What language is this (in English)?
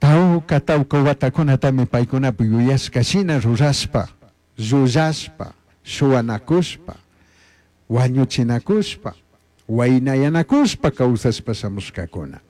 Chimborazo Highland Quichua